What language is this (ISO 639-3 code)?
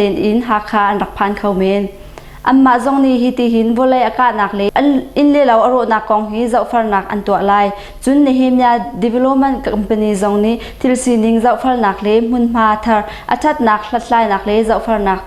cnh